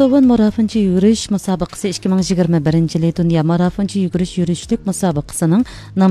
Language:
Uyghur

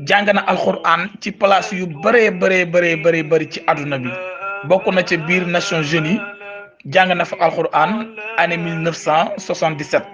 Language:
Wolof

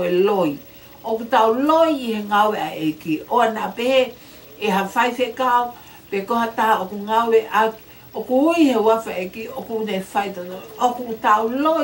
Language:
Tongan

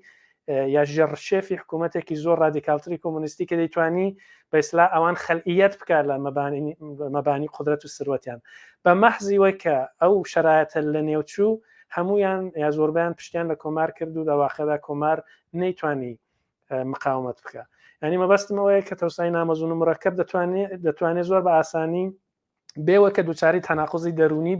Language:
Central Kurdish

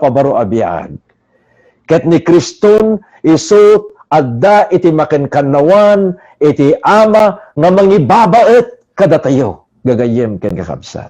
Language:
Iloko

